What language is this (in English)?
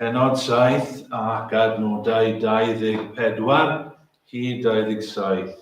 Welsh